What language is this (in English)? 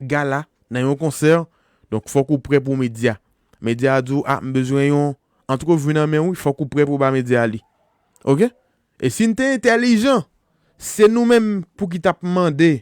Haitian Creole